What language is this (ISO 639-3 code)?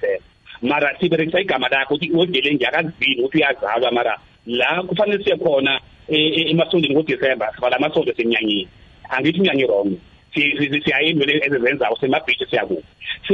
nbl